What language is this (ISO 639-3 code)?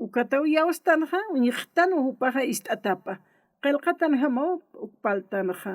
aym